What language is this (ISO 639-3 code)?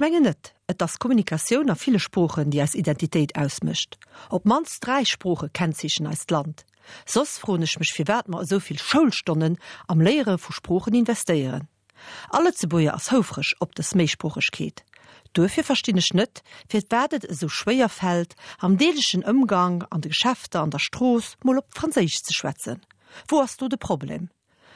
ltz